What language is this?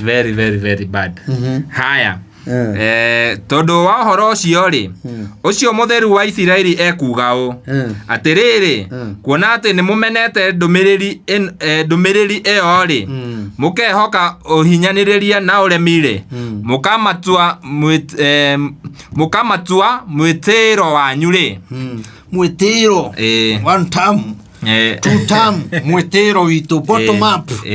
Kikuyu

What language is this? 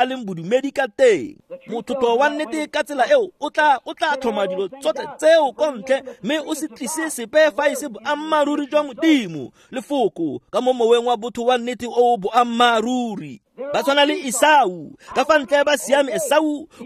Tswana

